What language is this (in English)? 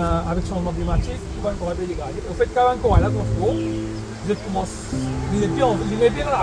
Morisyen